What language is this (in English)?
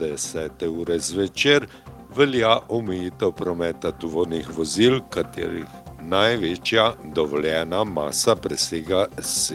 Slovenian